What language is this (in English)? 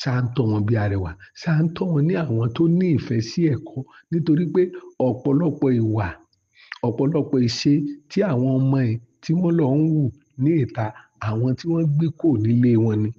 Yoruba